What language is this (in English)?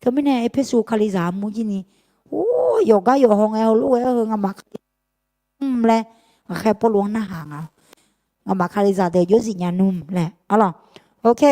Akha